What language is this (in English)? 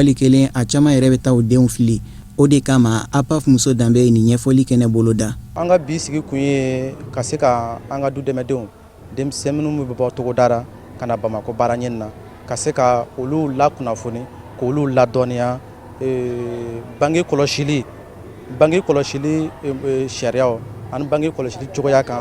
Bambara